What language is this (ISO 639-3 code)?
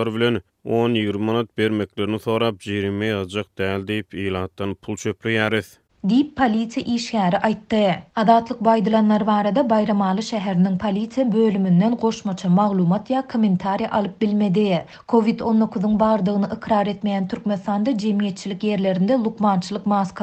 tuk